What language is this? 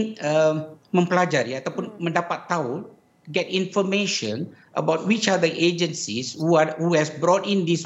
Malay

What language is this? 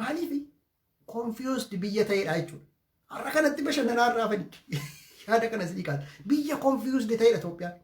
Oromo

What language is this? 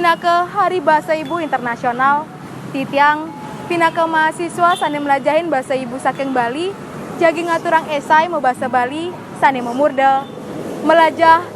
Balinese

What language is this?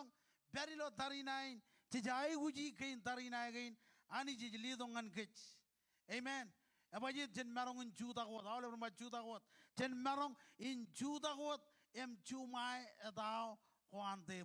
Marshallese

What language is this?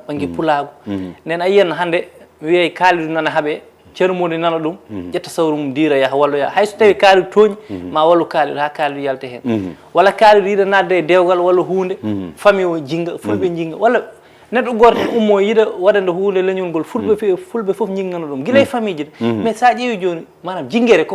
Fula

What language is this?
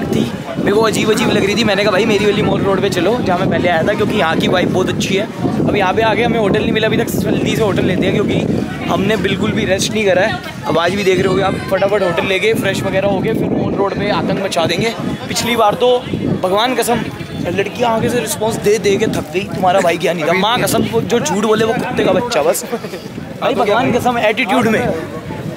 Hindi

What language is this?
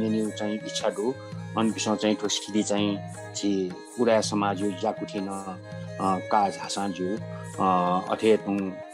Newari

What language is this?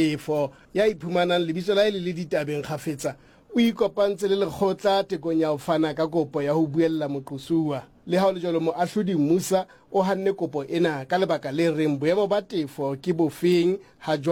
Southern Sotho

